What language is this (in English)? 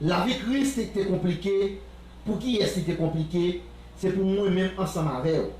Haitian Creole